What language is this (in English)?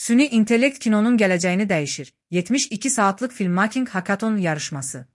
Azerbaijani